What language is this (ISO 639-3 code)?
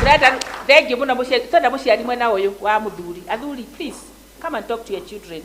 kik